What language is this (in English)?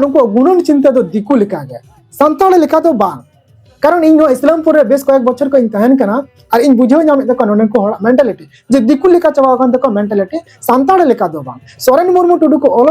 Santali